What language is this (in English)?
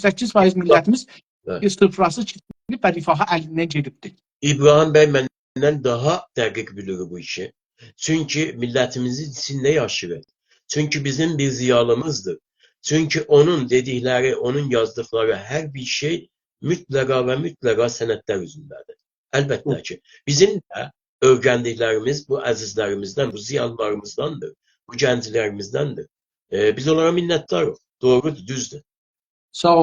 South Azerbaijani